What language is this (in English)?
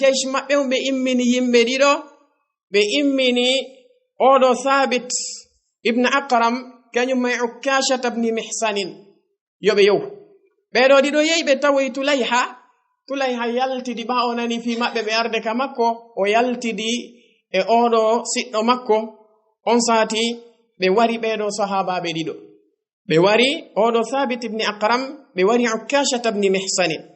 Fula